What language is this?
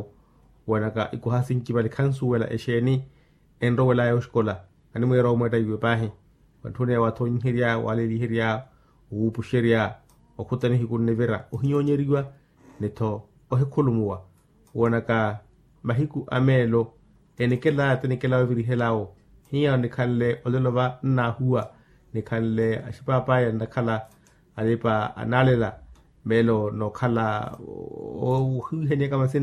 Makhuwa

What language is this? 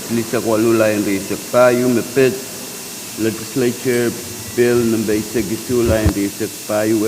Pohnpeian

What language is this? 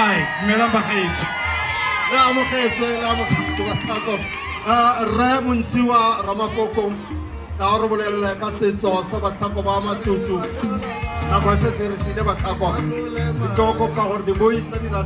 Tswana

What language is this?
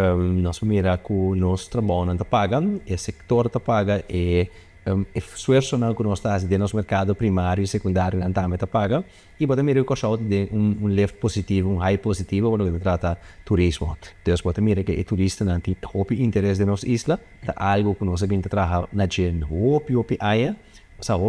Papiamento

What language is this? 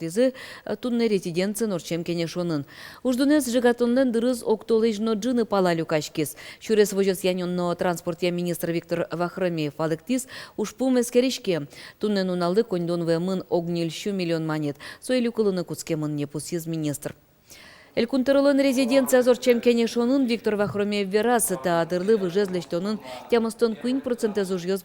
Udmurt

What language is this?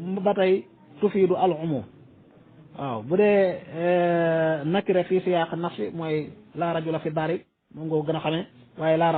Wolof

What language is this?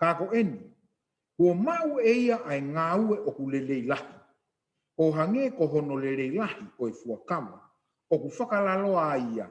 Tongan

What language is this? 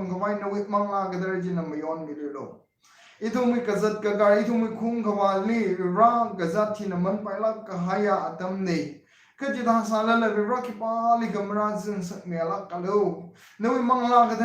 Tangkhul Naga (India)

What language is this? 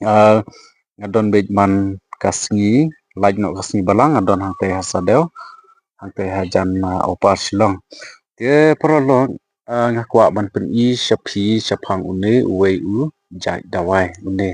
Khasi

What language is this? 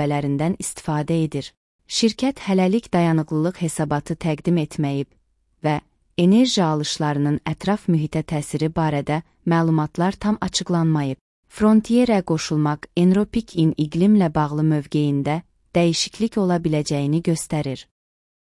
Azerbaijani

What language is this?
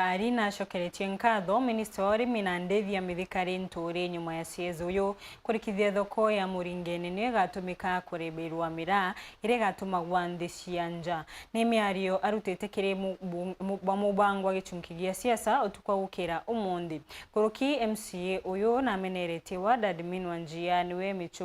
Meru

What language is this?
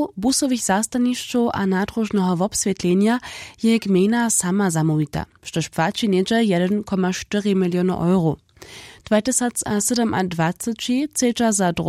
Upper Sorbian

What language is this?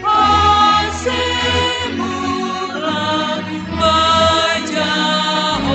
Batak Simalungun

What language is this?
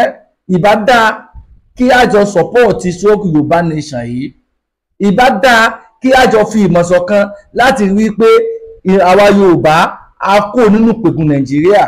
Yoruba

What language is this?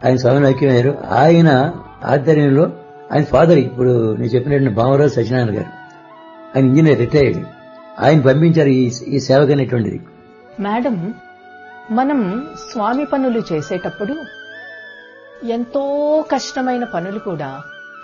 Telugu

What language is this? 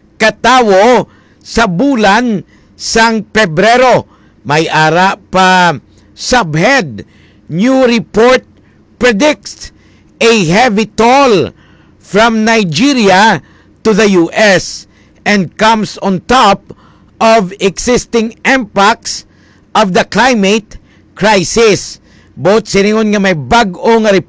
Hiligaynon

